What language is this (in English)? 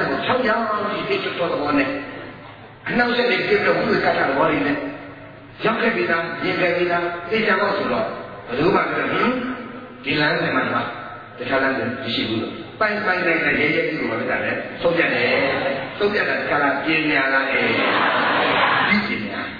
Burmese